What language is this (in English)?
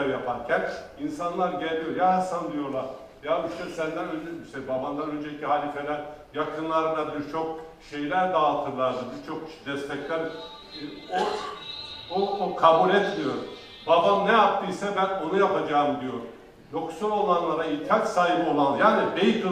Turkish